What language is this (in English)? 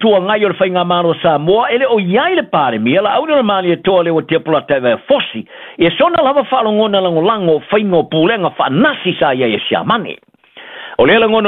Samoan